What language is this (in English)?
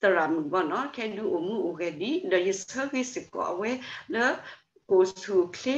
S'gaw Karen